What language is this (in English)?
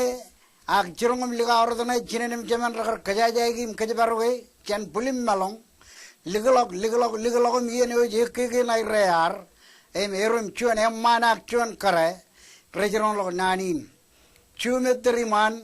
Marshallese